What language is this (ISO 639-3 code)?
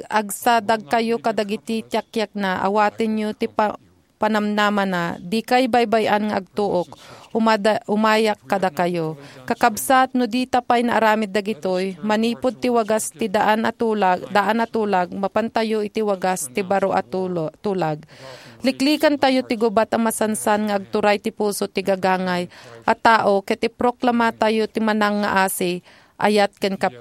ilo